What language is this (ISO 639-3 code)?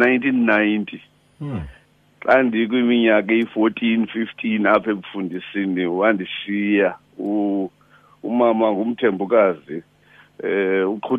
xho